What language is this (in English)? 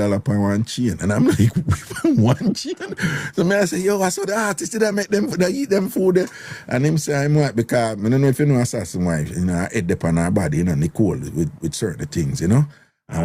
Jamaican Creole English